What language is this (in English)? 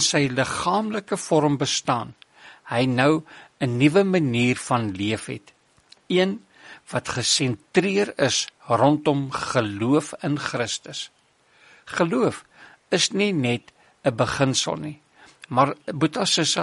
Afrikaans